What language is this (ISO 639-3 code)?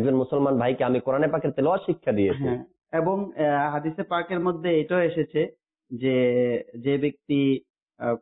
ben